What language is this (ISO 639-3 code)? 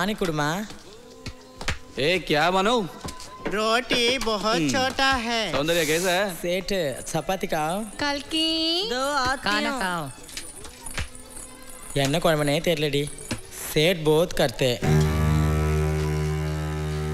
tam